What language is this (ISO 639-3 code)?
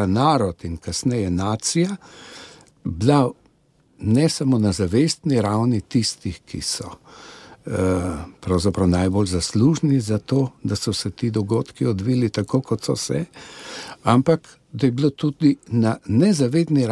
slv